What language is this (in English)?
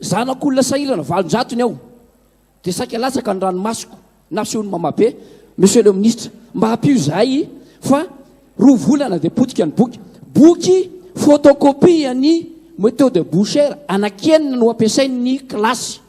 Malagasy